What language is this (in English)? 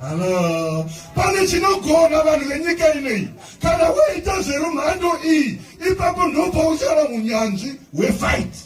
Shona